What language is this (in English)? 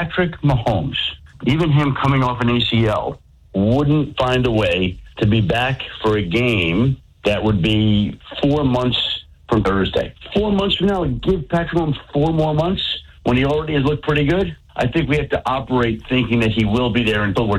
English